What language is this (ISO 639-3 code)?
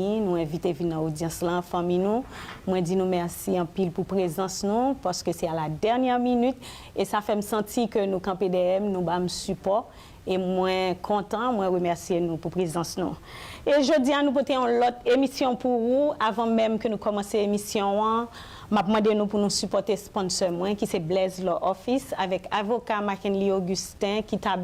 hat